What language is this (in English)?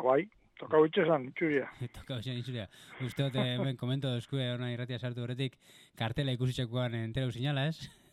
Basque